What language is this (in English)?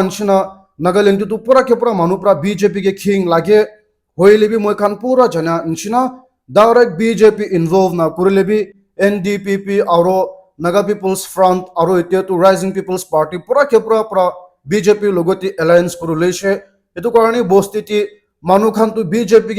Naga Pidgin